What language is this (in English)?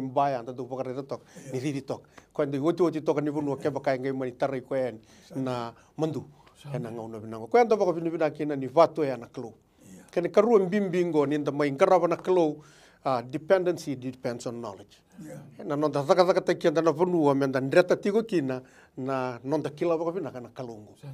Fijian